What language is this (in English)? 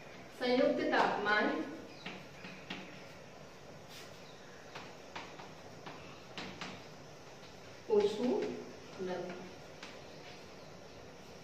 Gujarati